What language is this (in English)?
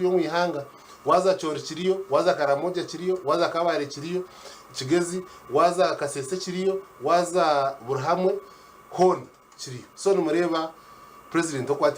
Nyankole